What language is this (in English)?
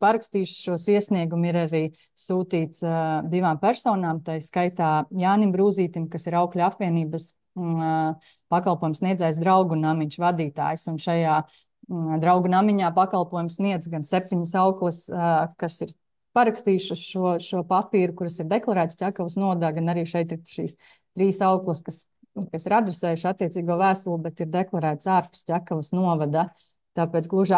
Latvian